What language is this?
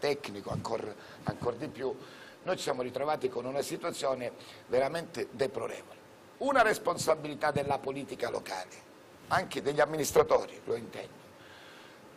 Italian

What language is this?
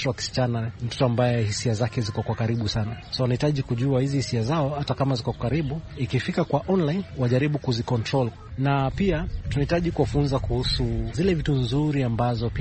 Swahili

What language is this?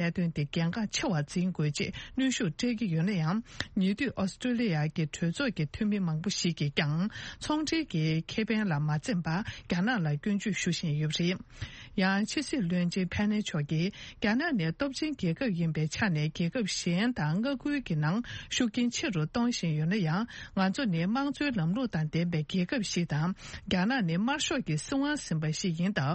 Tibetan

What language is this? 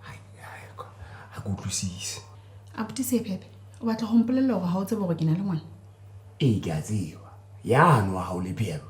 Southern Sotho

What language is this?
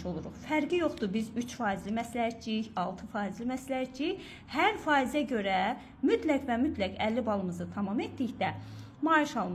Azerbaijani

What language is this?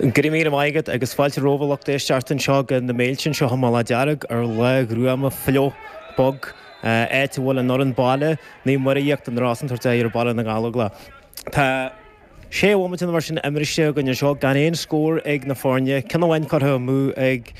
Irish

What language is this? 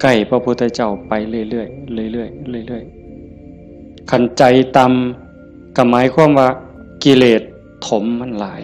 Northeastern Thai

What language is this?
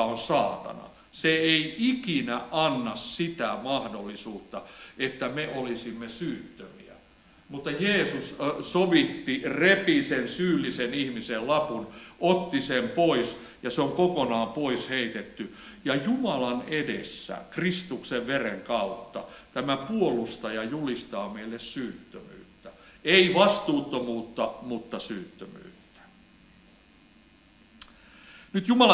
Finnish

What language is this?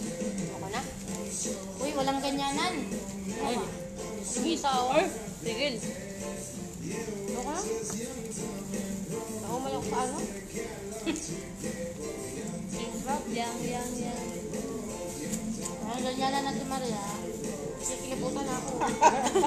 Filipino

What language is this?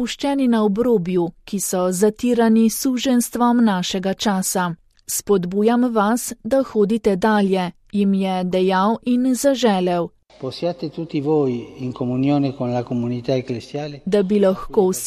Slovenian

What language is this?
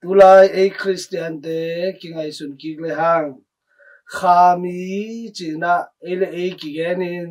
Tedim Chin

